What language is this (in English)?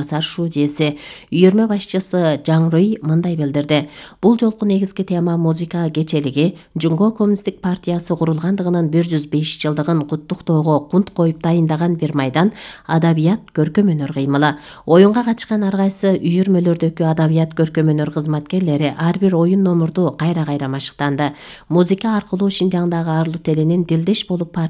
Kyrgyz